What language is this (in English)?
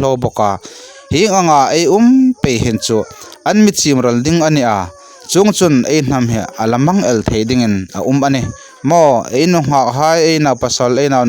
Hmar